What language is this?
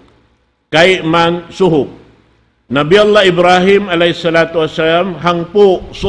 Tausug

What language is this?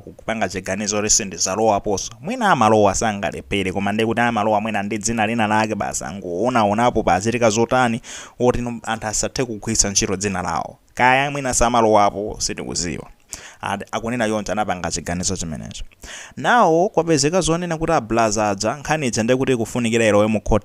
Nyanja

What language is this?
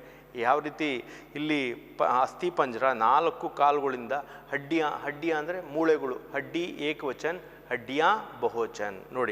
Kannada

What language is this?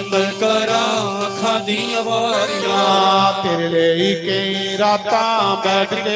Dogri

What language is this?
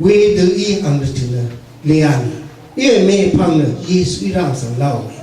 Rawang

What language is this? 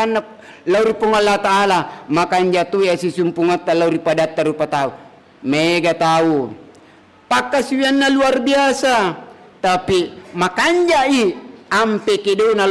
Buginese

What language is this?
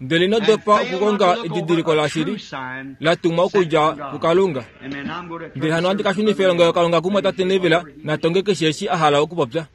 Kuanyama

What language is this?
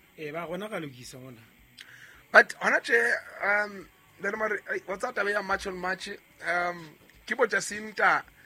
Southern Sotho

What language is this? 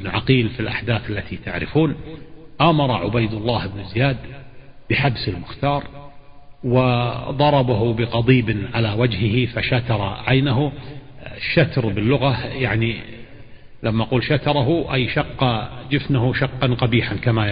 Arabic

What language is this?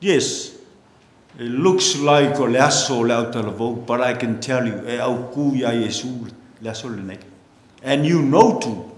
Samoan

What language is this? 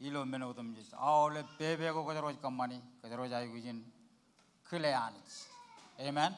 Marshallese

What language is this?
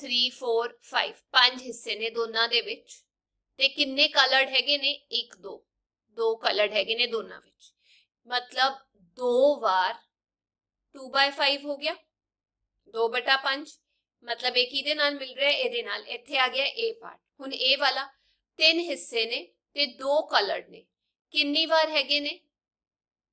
Punjabi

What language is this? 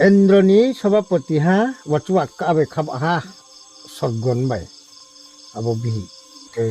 Riang (India)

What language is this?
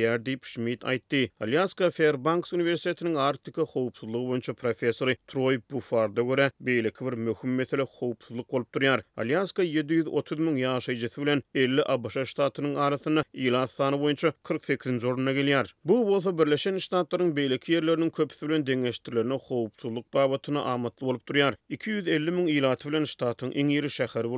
Turkmen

